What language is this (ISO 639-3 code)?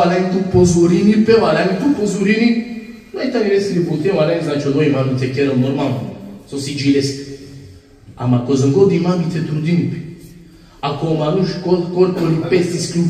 rmn